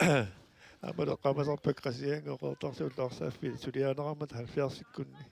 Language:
Kalaallisut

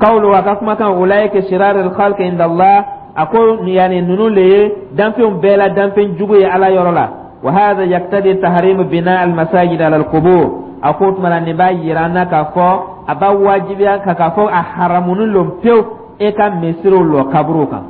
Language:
Dyula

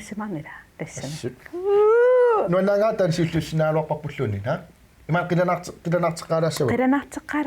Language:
Kalaallisut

